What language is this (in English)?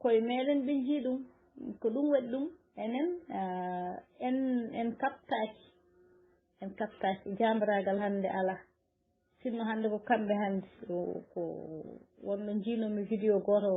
Fula